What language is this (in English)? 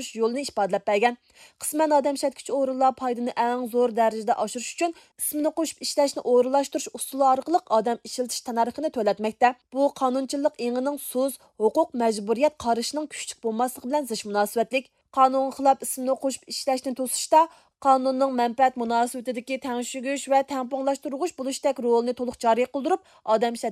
Uyghur